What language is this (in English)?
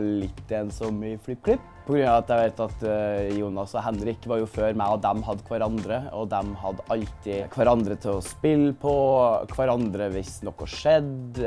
Norwegian